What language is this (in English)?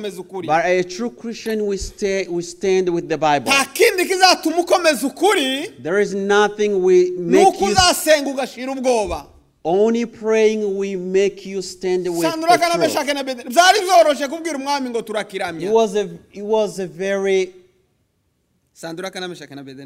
Kinyarwanda